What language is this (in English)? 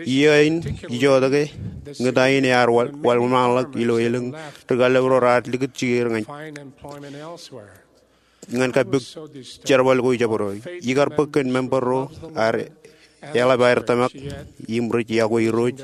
Marshallese